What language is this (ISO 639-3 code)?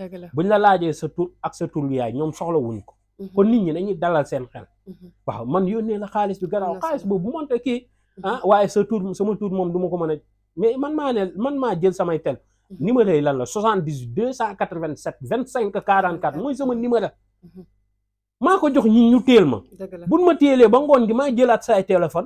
wol